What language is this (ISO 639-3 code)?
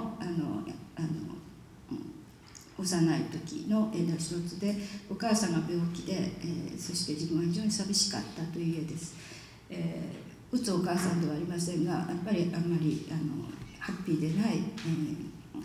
jpn